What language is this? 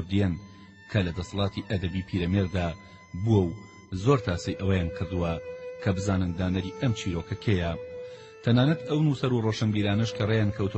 Central Kurdish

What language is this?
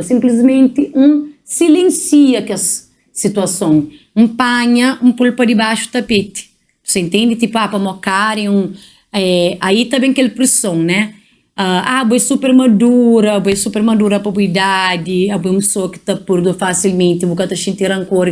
Kabuverdianu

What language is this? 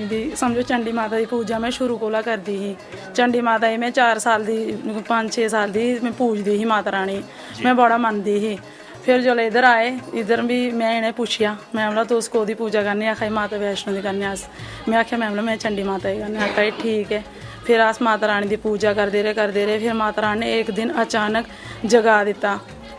Dogri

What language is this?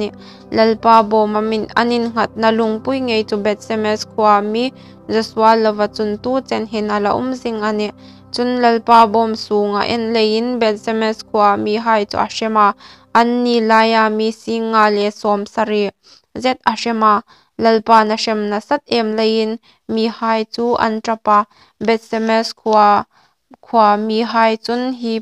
Hmar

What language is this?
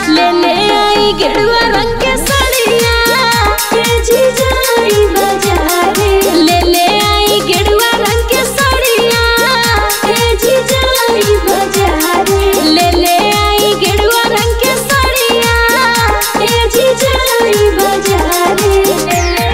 Magahi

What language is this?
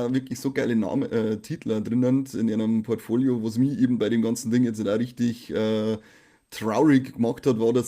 Bavarian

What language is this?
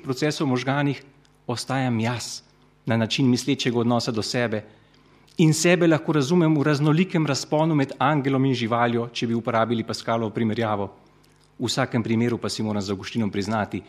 Slovenian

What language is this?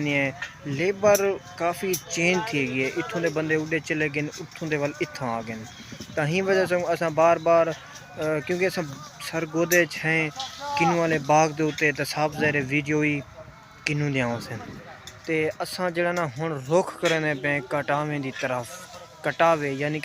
Saraiki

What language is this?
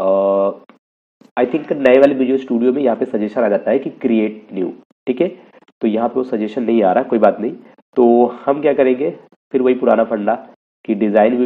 Hindi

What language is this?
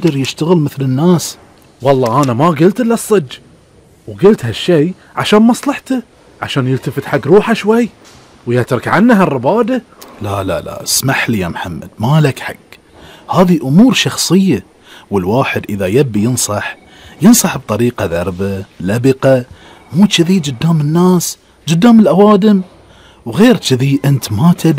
Gulf Arabic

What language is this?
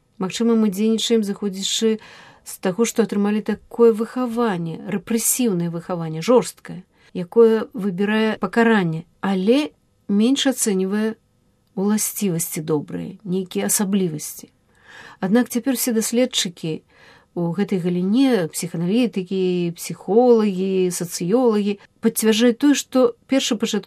Belarusian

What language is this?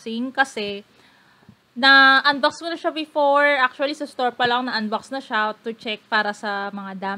Filipino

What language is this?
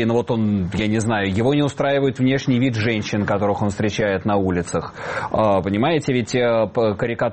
Russian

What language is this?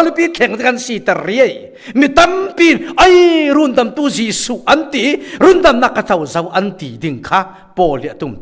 Falam Chin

